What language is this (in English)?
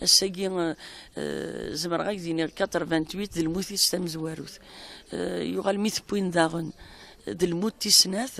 Kabyle